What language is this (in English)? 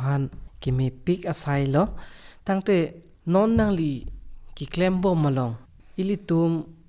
Karbi